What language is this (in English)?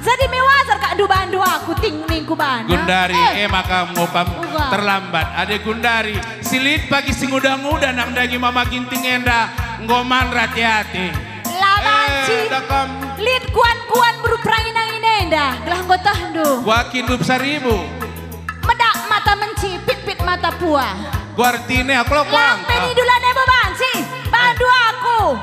Batak Karo